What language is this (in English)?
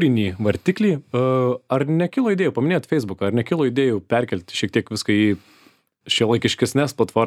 Lithuanian